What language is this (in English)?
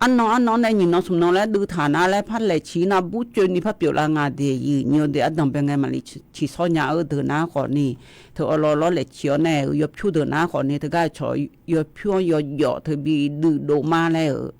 Akha